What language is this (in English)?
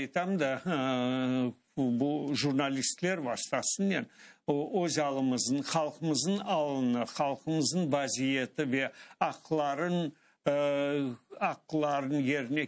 Crimean Tatar